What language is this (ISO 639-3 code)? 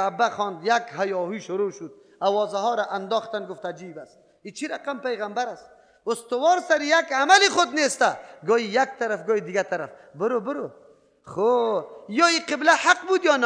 fas